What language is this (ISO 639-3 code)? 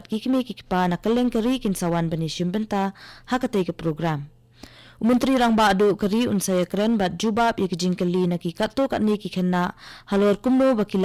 kha